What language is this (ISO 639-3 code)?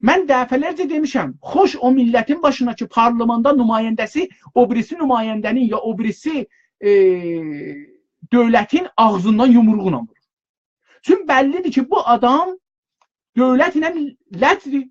azb